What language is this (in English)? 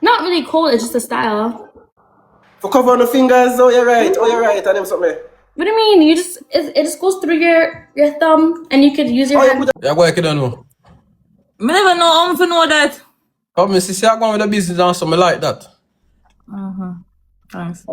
Jamaican Creole English